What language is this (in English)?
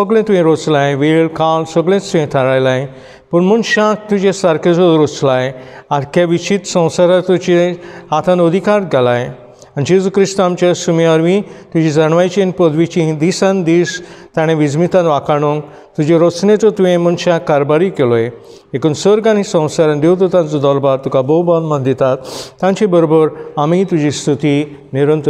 Konkani